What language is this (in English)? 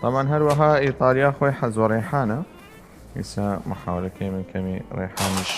Southern Kurdish